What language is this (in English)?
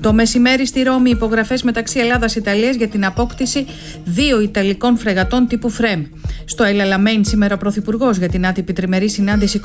Greek